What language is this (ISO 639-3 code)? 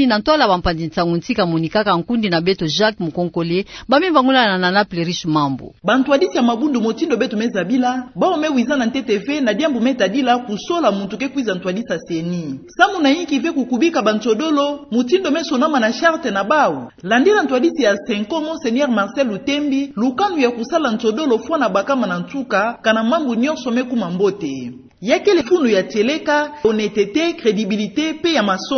ktu